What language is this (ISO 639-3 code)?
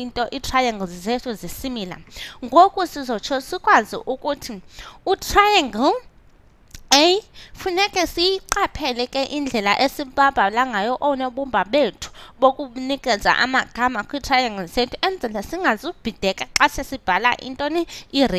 xho